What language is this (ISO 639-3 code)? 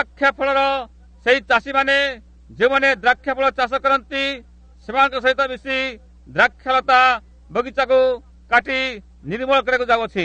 ori